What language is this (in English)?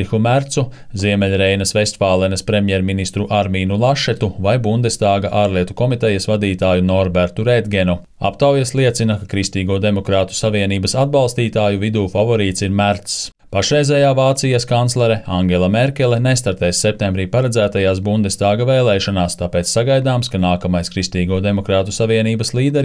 Latvian